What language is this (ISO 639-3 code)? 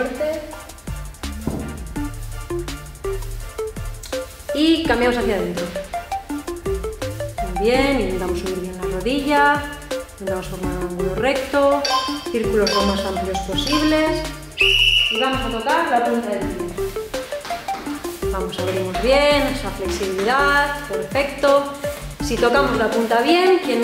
spa